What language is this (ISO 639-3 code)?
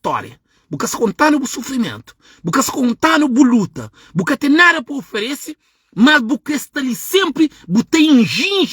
kea